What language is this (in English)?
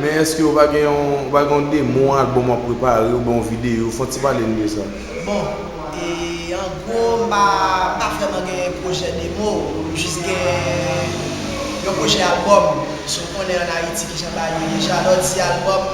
Haitian Creole